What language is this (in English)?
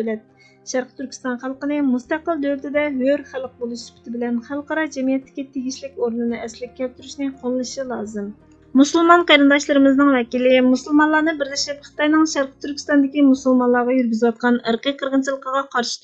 Uyghur